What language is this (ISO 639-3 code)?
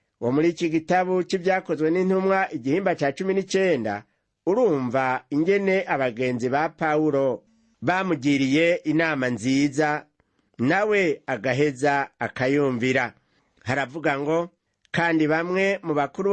run